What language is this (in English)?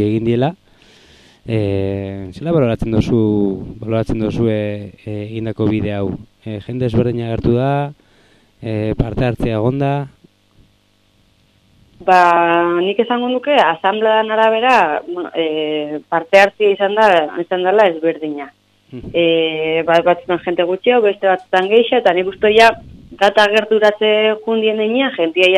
Basque